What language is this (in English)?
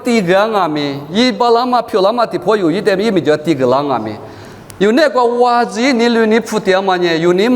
Lisu